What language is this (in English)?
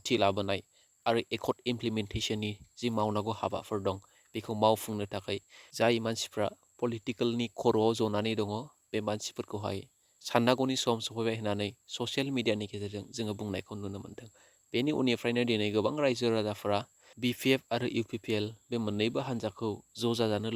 Bodo